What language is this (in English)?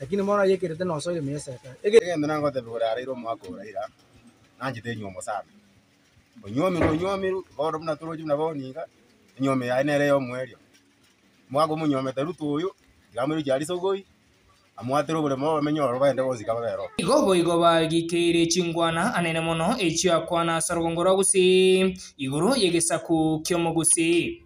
Gusii